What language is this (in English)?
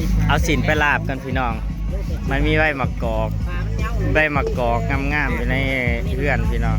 Northeastern Thai